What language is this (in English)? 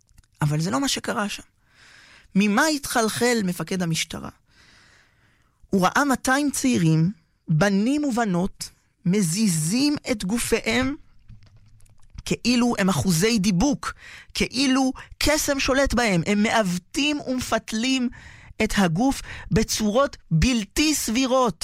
Hebrew